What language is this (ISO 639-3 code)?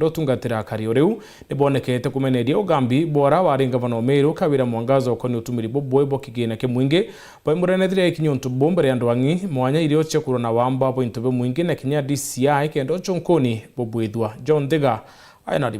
mer